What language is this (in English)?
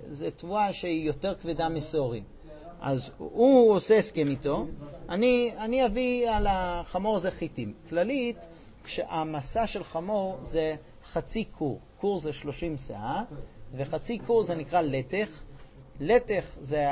Hebrew